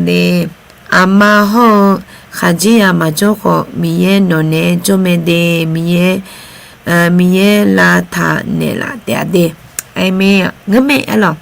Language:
Akha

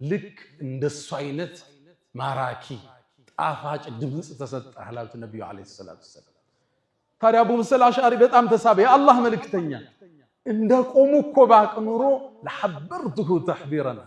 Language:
Amharic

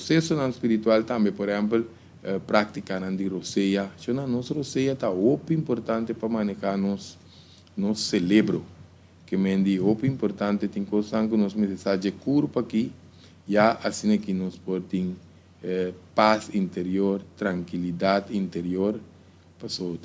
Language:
Papiamento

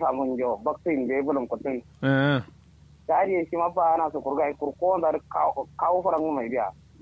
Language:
Kanuri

